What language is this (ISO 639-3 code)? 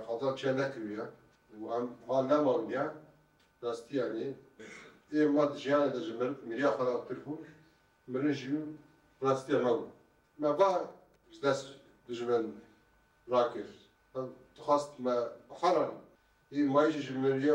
kur